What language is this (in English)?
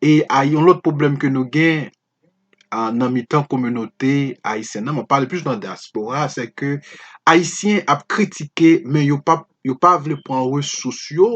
Haitian Creole